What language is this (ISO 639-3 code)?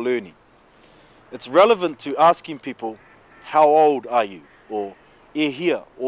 mri